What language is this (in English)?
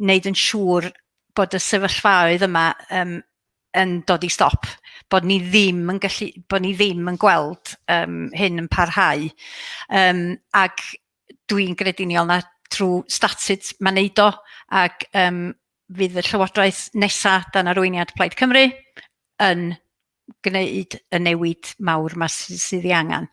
Welsh